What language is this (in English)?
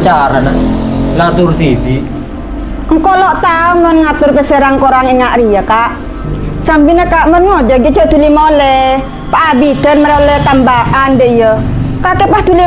Madurese